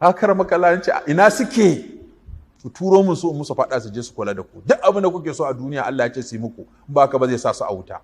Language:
Hausa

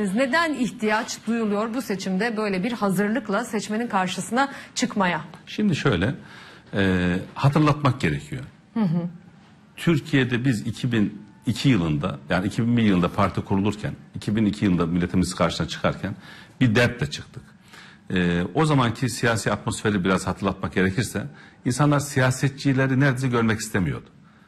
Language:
Turkish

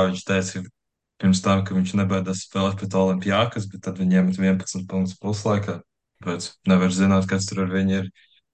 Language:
Latvian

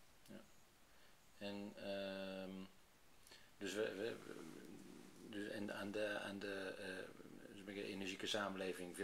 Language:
Dutch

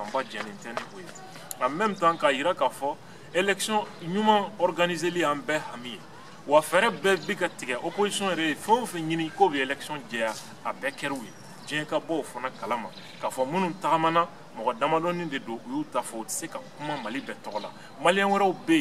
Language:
Bambara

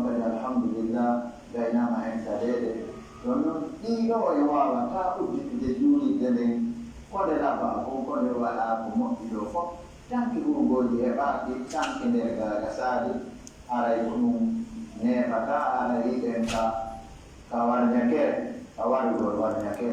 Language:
Pular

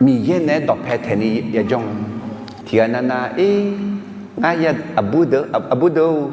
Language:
Akha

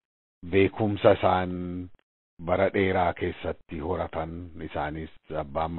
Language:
Oromo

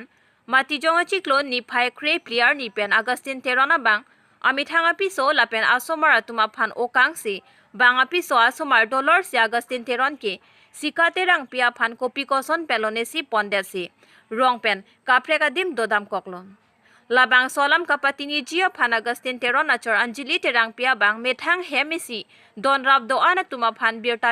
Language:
Karbi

